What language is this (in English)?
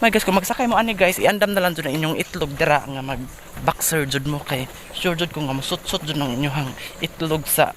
Cebuano